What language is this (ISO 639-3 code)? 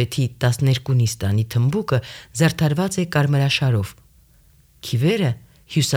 hye